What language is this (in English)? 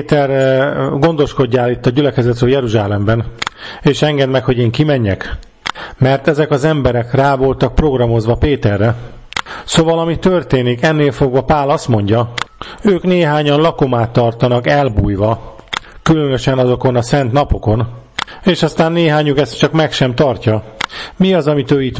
Hungarian